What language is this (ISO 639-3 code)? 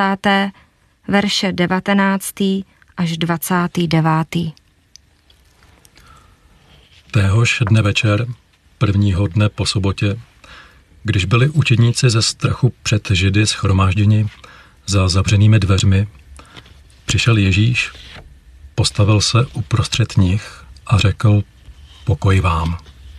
ces